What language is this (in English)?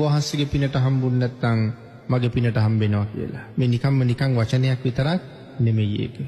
Sinhala